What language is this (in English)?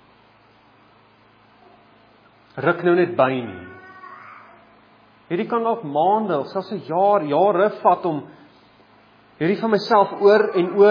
Afrikaans